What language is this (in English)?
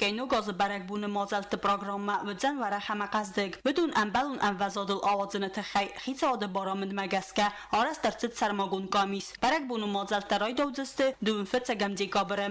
Ossetic